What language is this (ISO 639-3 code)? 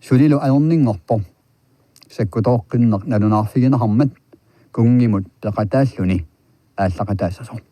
kal